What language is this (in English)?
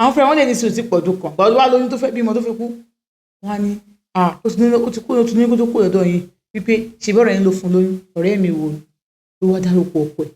Yoruba